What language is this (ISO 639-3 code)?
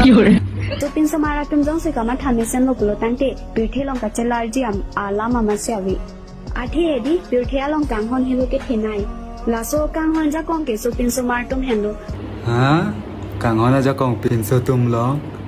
mjw